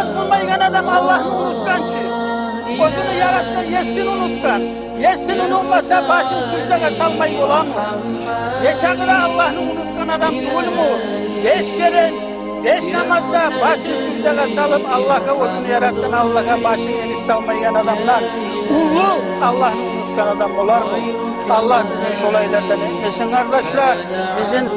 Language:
Kumyk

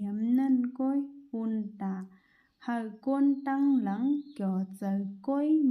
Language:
Shan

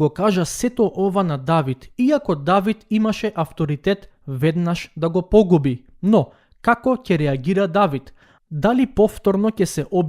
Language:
Macedonian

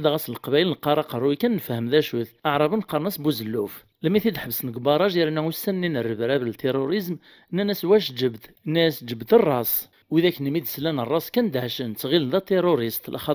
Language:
Kabyle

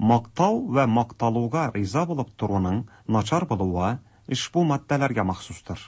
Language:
Tatar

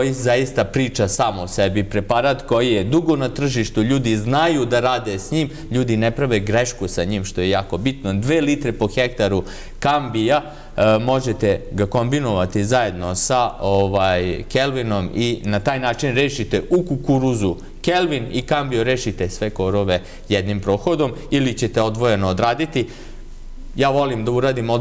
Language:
Serbian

